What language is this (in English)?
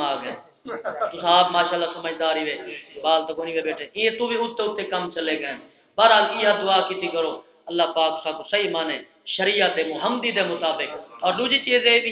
Saraiki